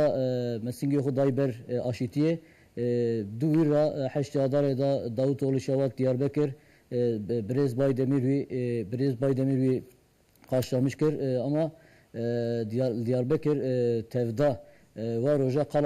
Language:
Kurdish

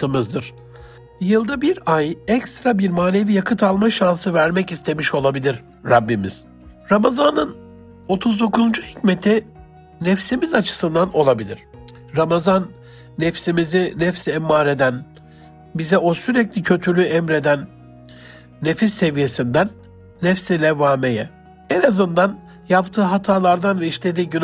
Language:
Turkish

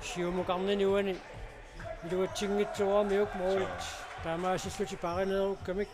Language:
Kalaallisut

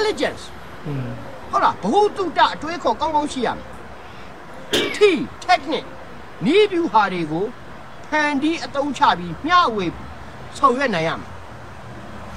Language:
Burmese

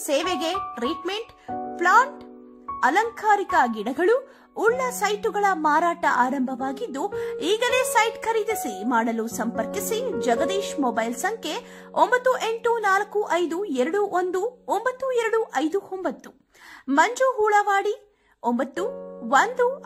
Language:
Kannada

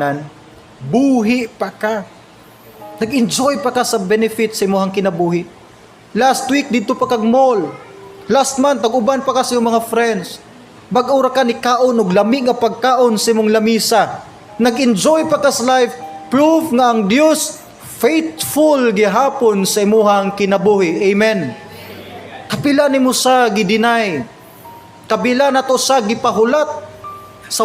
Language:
Cebuano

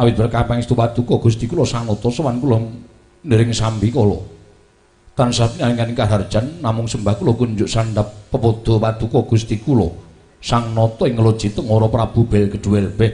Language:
Javanese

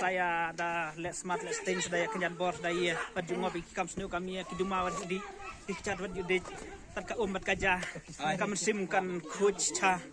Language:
Khasi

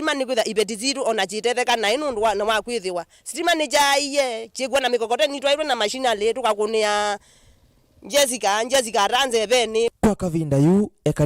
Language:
Kamba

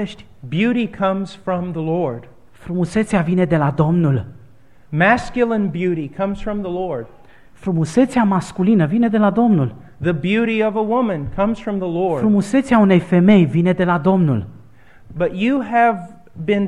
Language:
Romanian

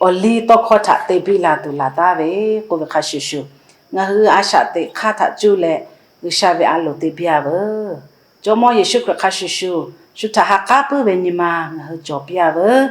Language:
Lahu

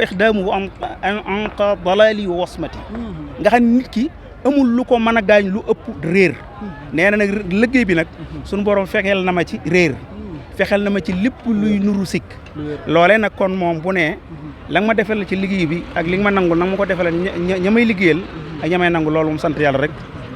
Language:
Wolof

